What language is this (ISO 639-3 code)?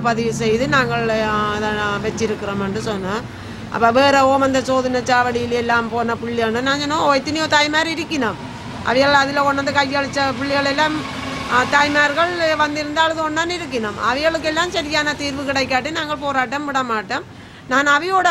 tam